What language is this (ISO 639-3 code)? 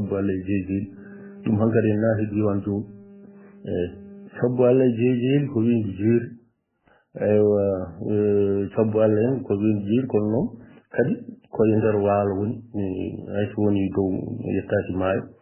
ful